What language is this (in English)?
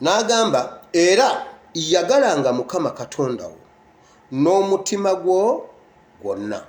Ganda